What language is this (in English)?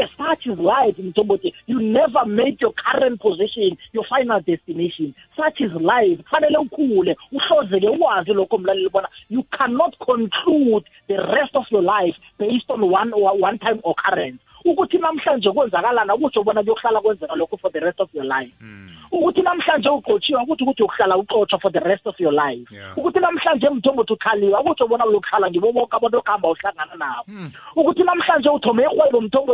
South Ndebele